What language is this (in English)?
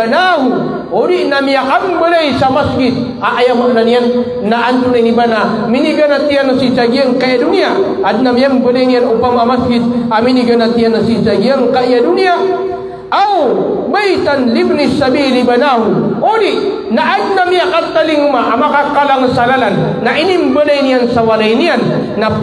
Maranao